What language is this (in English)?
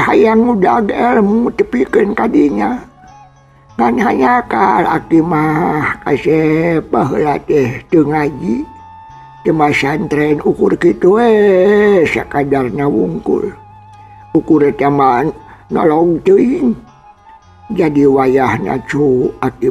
Sundanese